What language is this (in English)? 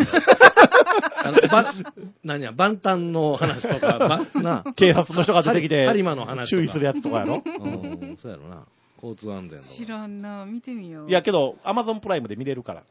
Japanese